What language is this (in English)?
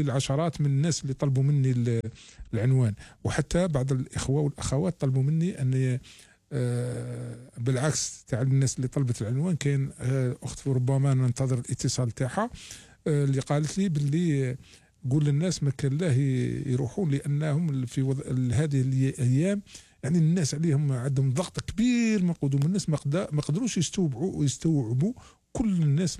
Algerian Arabic